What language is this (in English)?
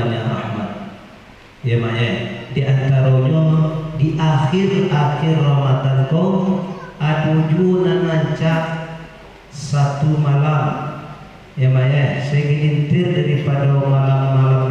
Minangkabau